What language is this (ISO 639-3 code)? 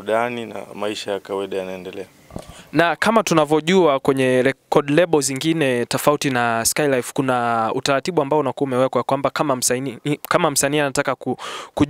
swa